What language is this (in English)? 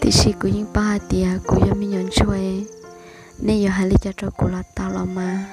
Hmong